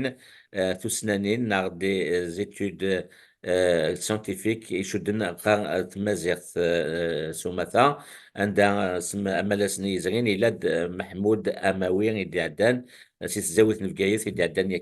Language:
Kabyle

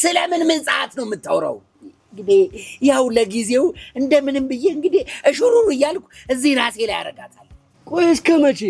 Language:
Amharic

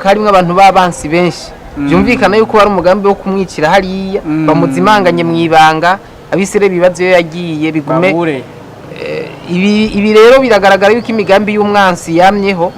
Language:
Rundi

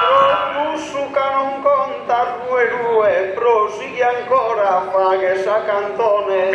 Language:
Sardinian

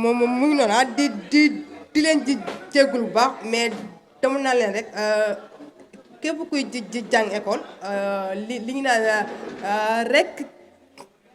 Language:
Wolof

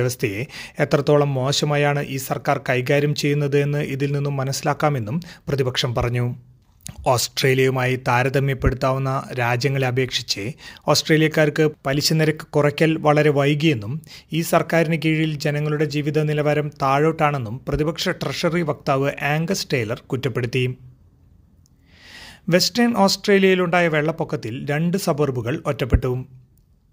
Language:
Malayalam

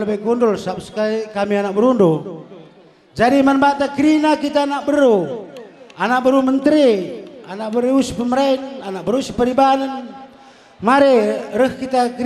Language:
Batak Karo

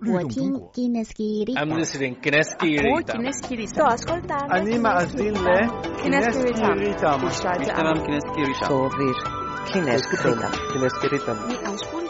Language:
Croatian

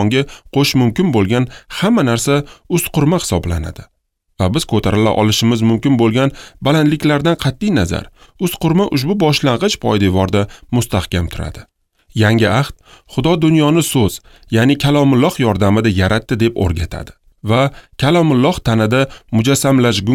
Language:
Uzbek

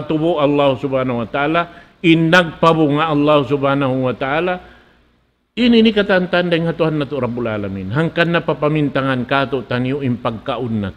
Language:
Tausug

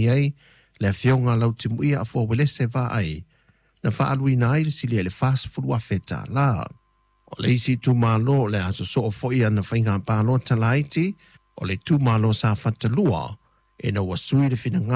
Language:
Samoan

